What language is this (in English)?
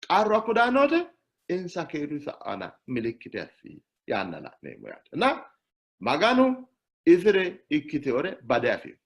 Sidamo